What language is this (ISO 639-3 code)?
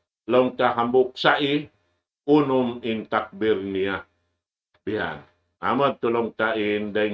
tsg